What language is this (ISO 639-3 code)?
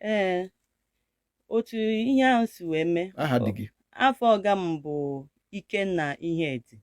ibo